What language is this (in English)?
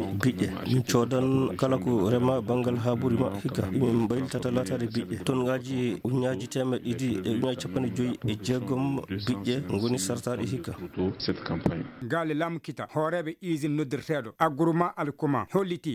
Fula